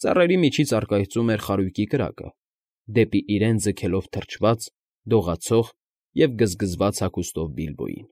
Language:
Armenian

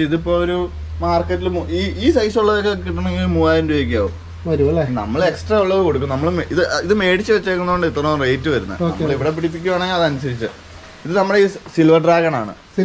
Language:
Malayalam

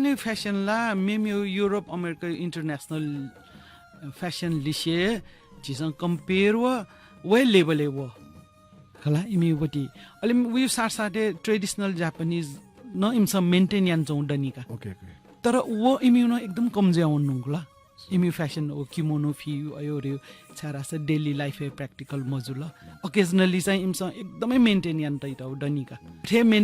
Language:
Newari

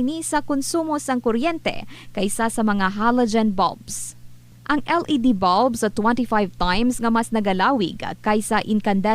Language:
Hiligaynon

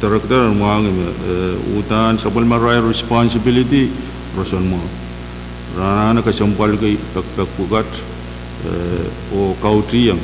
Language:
Pohnpeian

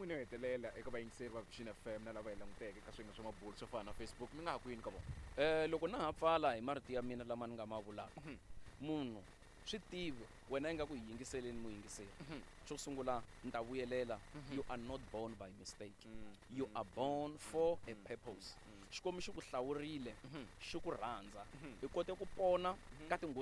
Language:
Tsonga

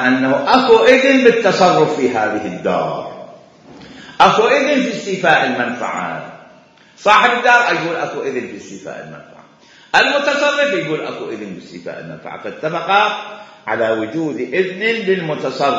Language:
Mesopotamian Arabic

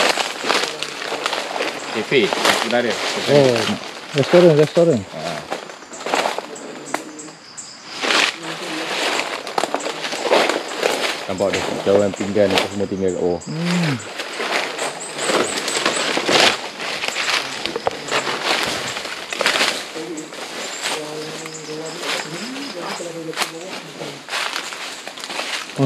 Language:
Malay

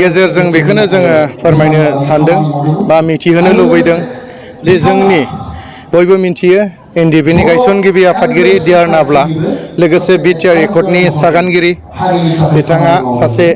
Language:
Bodo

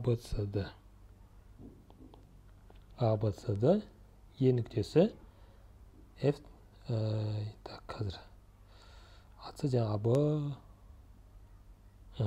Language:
Kazakh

